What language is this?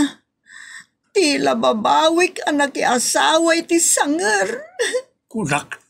Iloko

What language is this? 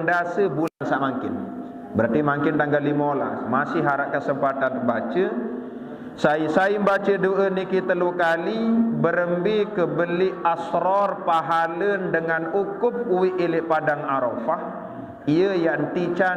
Sasak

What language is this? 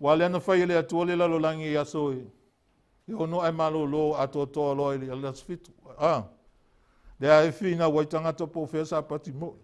Samoan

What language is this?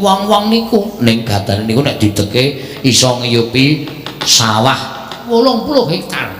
Javanese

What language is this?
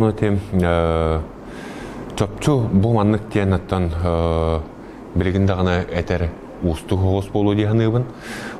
Yakut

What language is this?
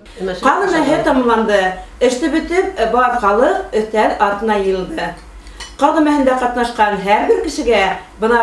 Bashkir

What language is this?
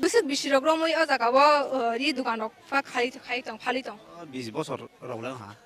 Kok Borok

